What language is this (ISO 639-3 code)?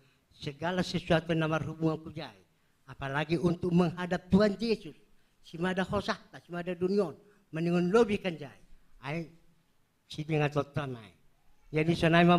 bts